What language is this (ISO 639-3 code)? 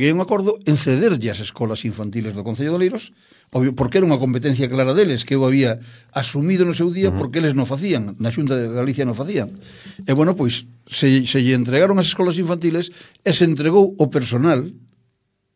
glg